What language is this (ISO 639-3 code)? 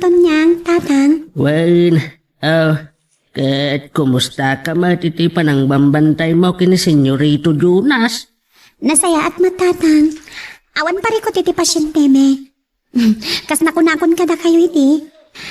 ilo